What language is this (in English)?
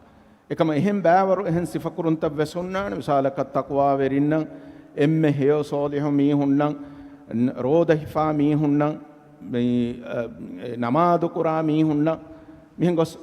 Divehi